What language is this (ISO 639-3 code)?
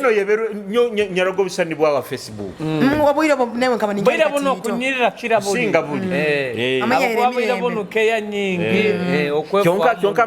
nyo